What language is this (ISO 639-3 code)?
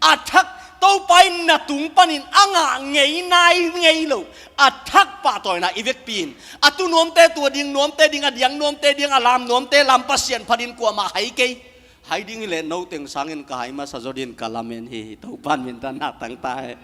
ctd